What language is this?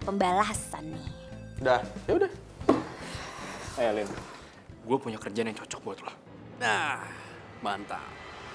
Indonesian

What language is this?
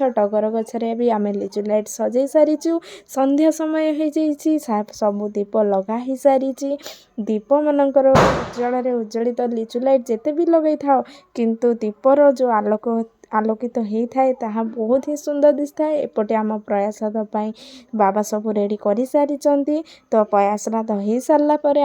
Odia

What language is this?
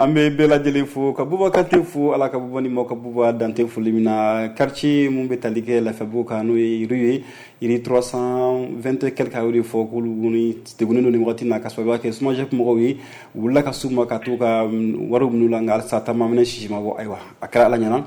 Bambara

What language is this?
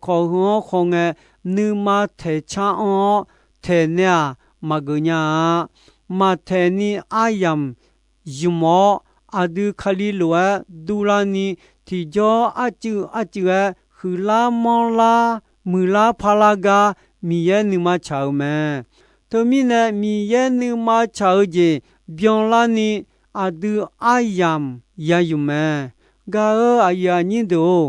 Akha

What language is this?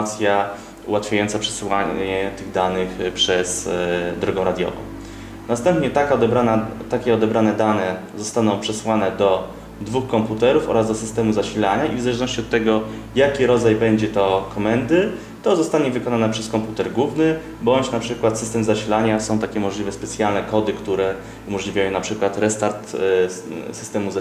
Polish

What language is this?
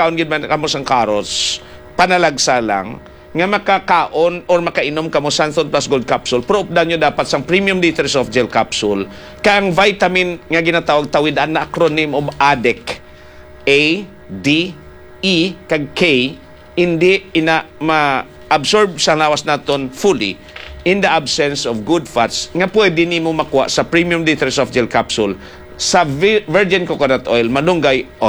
Hiligaynon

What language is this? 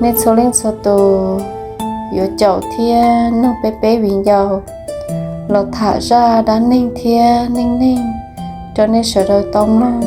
Hmong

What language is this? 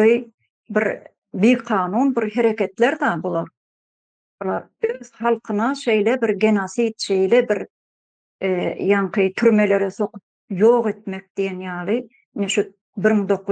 Turkmen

